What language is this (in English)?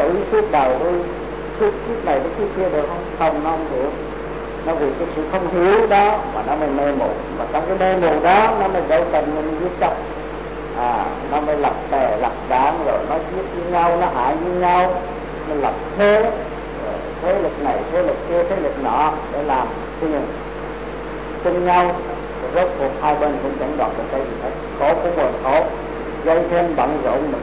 Vietnamese